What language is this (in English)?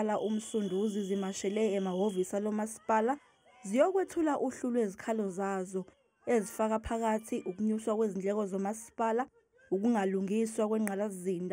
Zulu